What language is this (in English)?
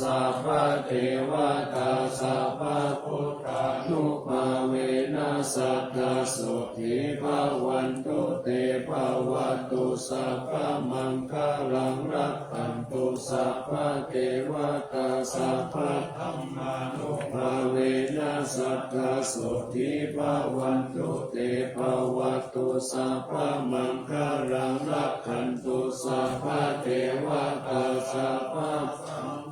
Pali